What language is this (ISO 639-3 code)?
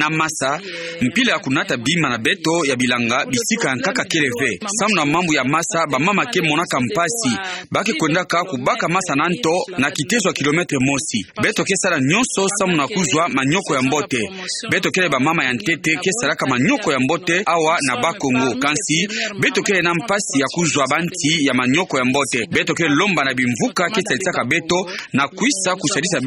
ktu